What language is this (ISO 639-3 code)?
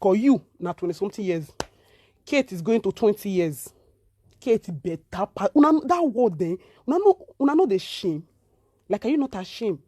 pcm